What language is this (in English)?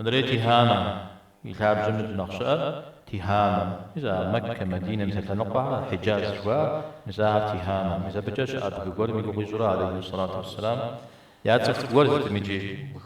Kabardian